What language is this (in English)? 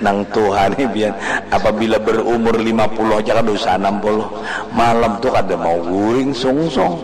Banjar